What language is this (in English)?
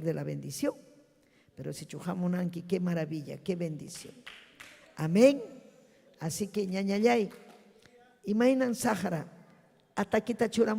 Ayacucho Quechua